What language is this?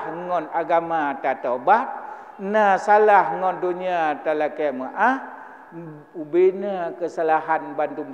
Achinese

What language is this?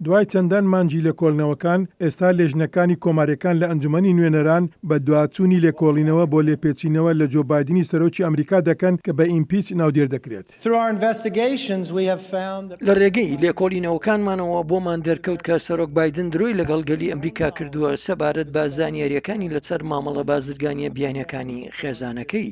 Central Kurdish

